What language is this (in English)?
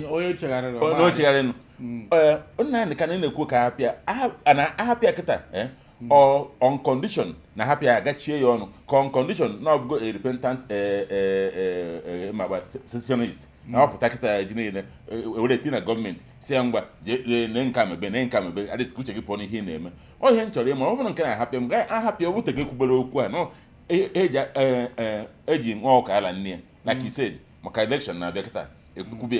Igbo